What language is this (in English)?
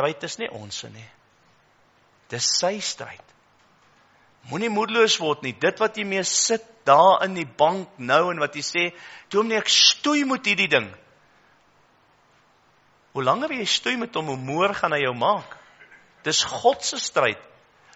Afrikaans